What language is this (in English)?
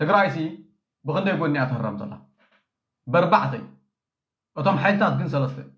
Tigrinya